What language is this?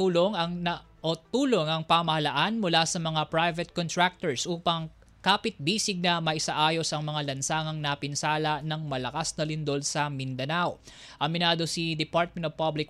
Filipino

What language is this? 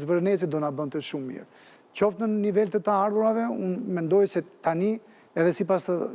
Albanian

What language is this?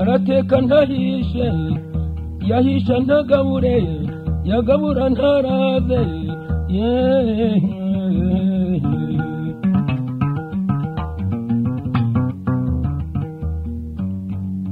Kinyarwanda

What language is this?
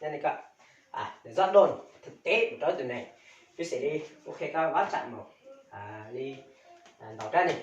Hmong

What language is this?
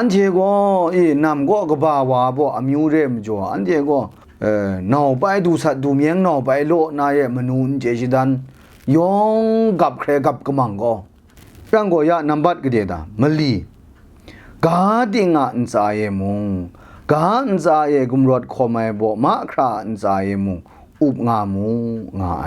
Kachin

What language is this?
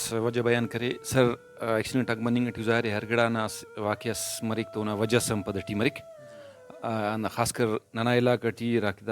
Brahui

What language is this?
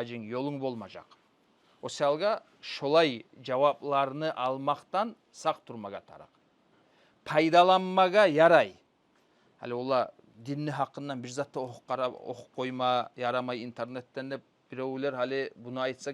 Kumyk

